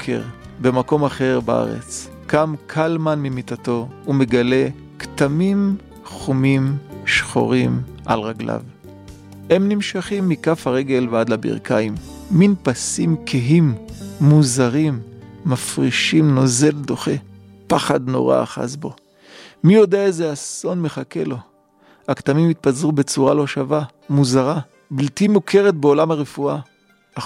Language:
Hebrew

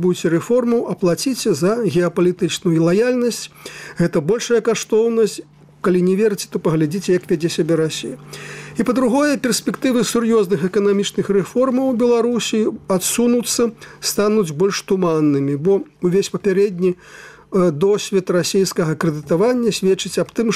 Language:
Belarusian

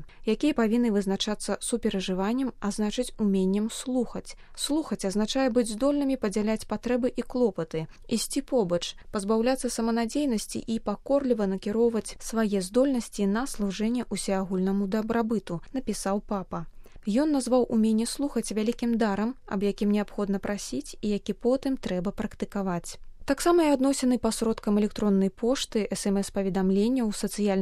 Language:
Belarusian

